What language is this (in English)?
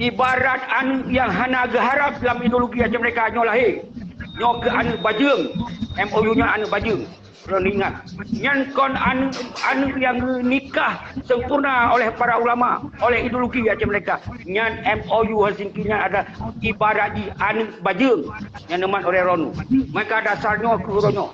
Achinese